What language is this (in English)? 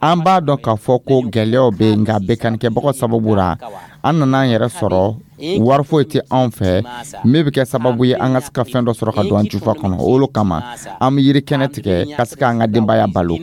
Dyula